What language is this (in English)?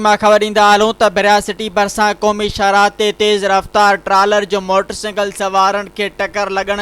Sindhi